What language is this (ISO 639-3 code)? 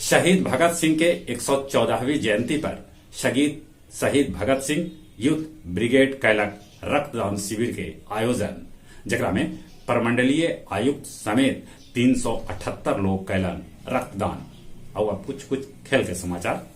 mag